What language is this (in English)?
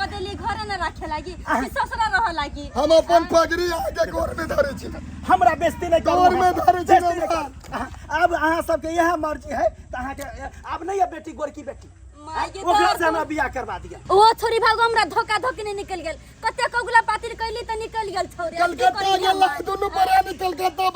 Maithili